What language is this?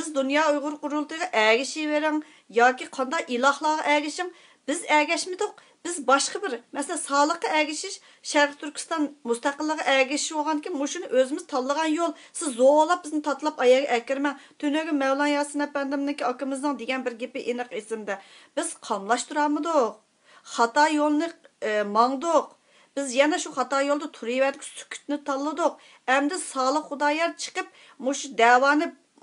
Uyghur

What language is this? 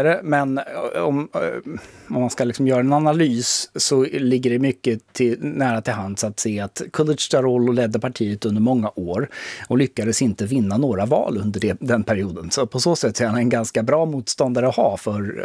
Swedish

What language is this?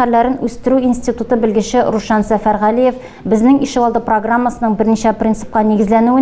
Tatar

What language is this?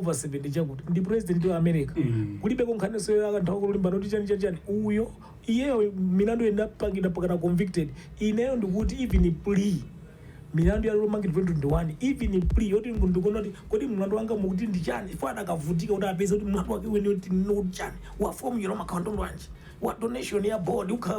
Nyanja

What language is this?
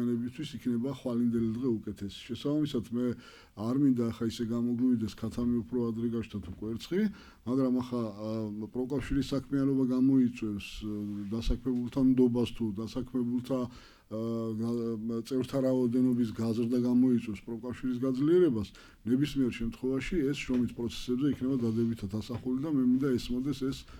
Georgian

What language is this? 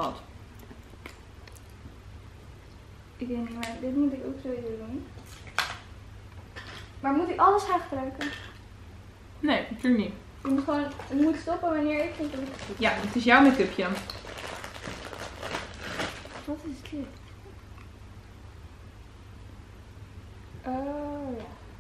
Dutch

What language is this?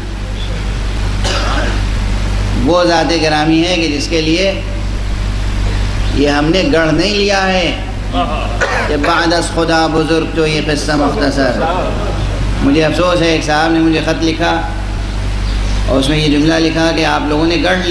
Urdu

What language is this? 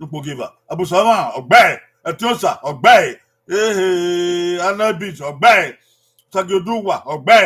Bini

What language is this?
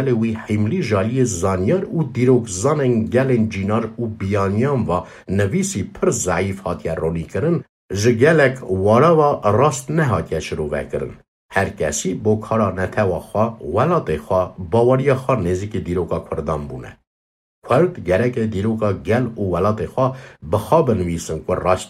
Kurdish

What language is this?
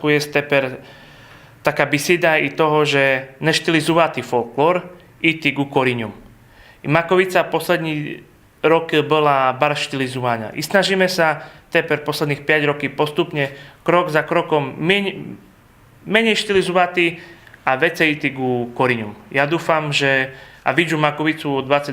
Rusyn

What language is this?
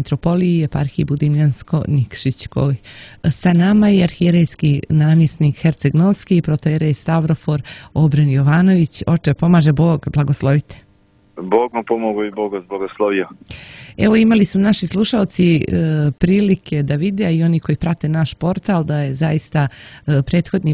Serbian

